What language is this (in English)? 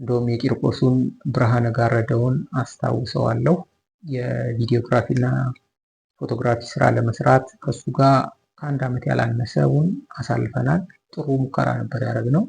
Amharic